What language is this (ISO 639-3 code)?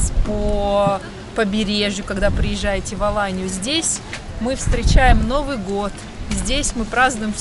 rus